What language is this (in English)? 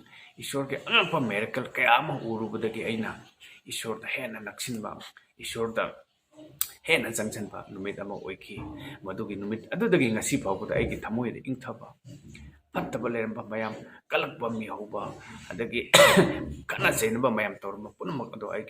Manipuri